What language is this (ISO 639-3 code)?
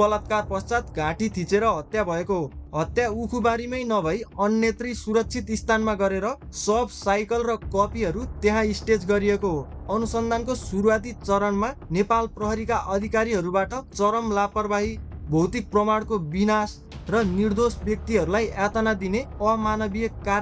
nep